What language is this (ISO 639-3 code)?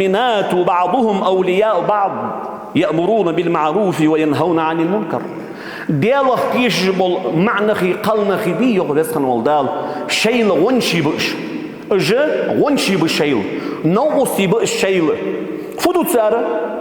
inh